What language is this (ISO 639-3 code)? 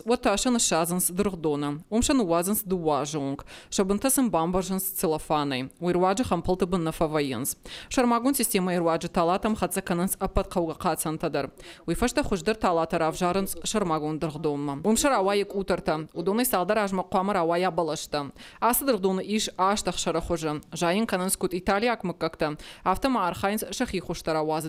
oss